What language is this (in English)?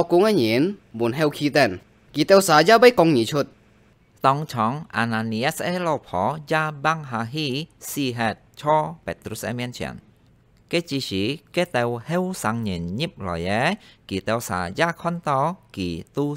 Hakka Chinese